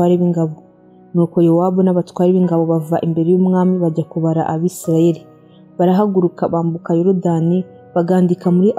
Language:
Kinyarwanda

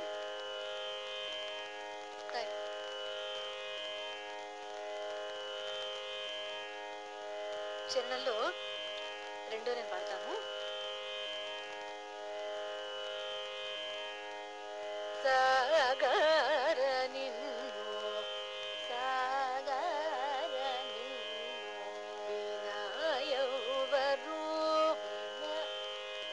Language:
Telugu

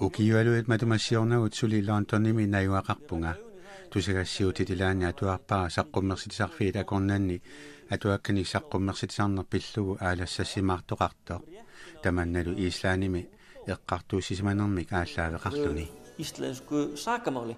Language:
Kalaallisut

